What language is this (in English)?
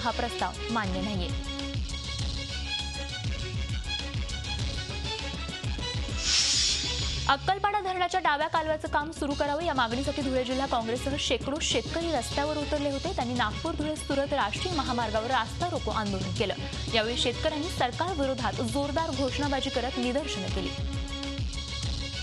Marathi